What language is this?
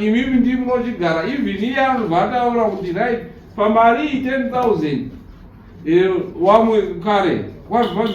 Shona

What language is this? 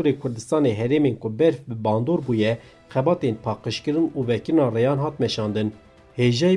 Kurdish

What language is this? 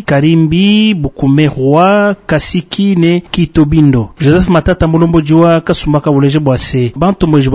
Luba-Lulua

